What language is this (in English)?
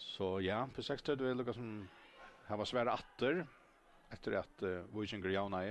Faroese